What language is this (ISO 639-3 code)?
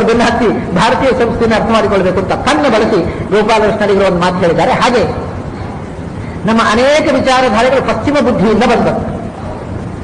kan